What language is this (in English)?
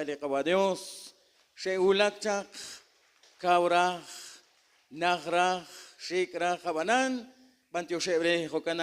Kekchí